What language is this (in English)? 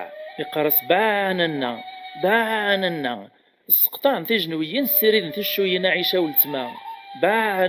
Kabyle